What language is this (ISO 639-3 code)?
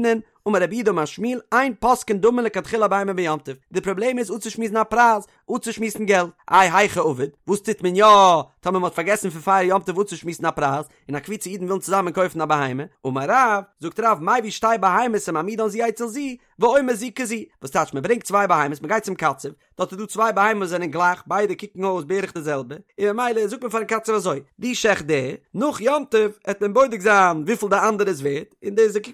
yid